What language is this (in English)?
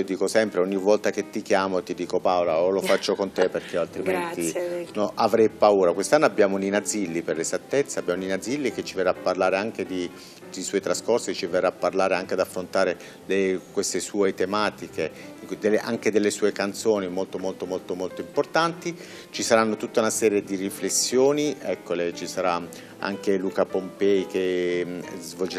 Italian